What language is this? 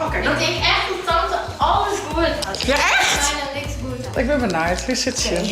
Western Frisian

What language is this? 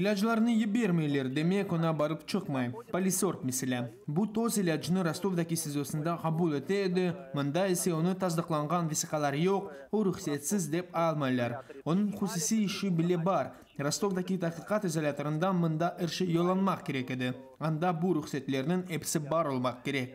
Crimean Tatar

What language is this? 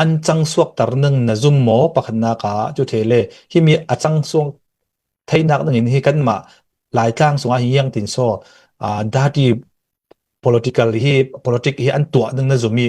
Hakha Chin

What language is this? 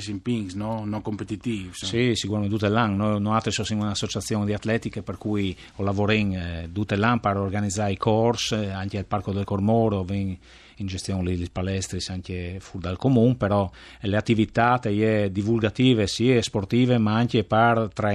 Friulian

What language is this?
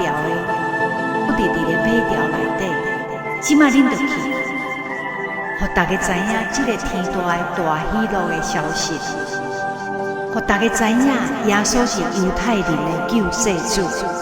Min Nan Chinese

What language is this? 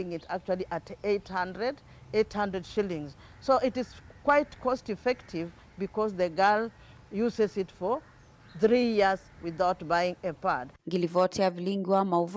Kamba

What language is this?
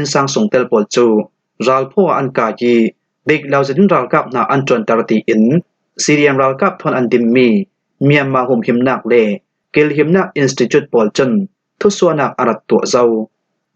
Falam Chin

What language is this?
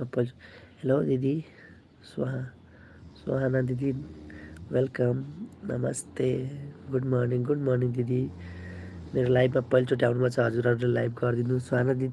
Nepali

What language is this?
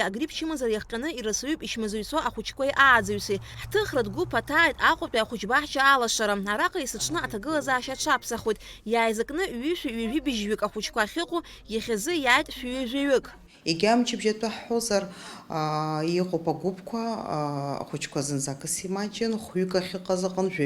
Abkhazian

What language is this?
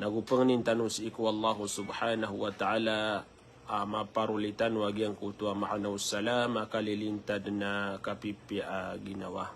Maranao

